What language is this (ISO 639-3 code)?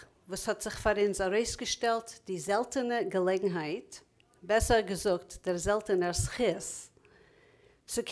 yid